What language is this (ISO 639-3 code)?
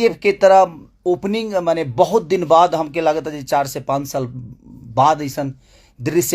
bho